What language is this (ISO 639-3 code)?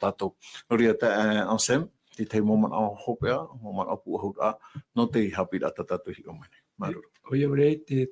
tah